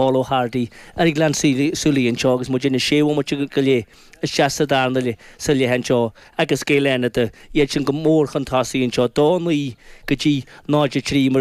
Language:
Irish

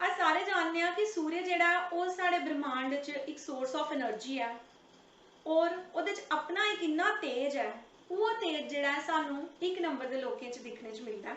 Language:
Dogri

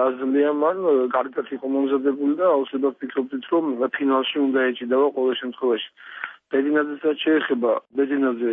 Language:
Georgian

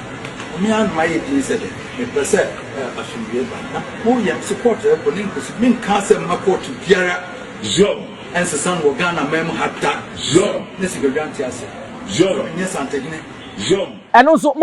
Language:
Akan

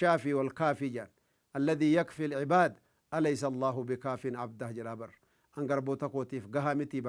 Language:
Oromo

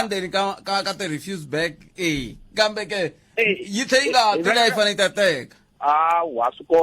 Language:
Tsonga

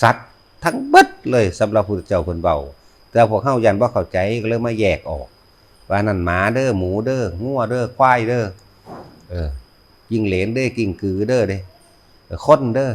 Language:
Northeastern Thai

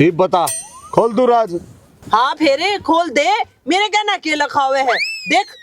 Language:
Haryanvi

